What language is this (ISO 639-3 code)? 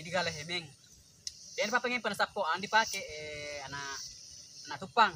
bug